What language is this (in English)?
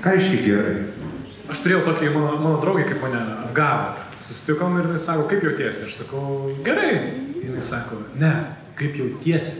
Lithuanian